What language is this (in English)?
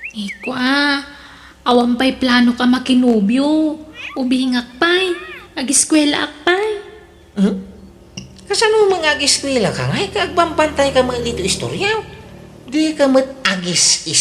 Iloko